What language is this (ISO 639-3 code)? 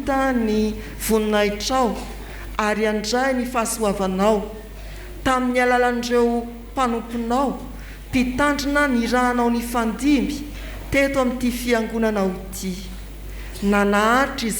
mlg